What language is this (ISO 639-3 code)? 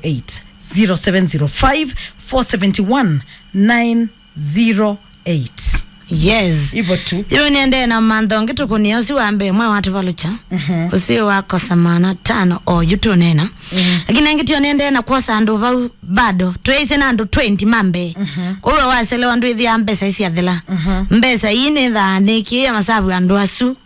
kam